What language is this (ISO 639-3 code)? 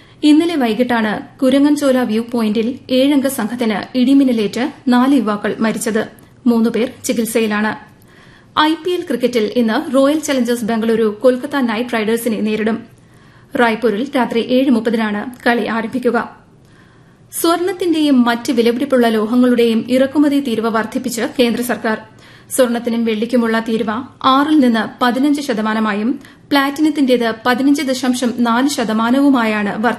mal